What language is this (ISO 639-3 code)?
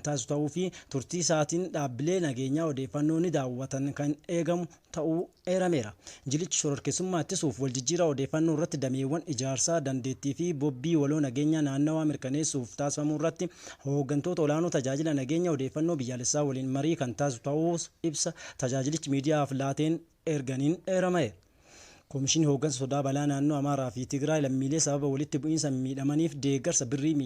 orm